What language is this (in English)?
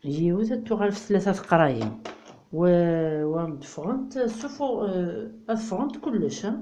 Kabyle